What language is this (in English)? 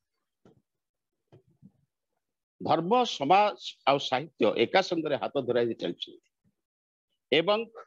Odia